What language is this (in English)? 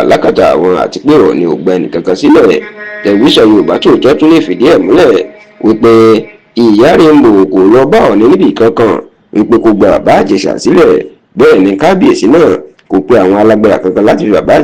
Yoruba